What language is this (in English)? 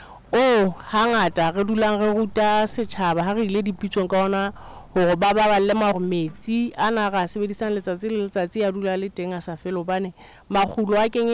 Southern Sotho